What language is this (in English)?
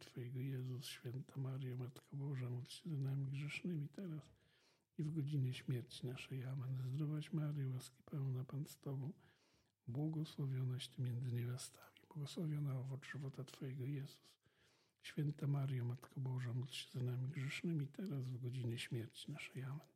Polish